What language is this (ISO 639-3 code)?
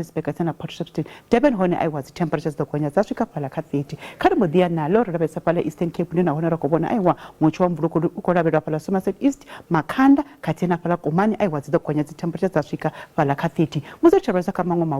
ven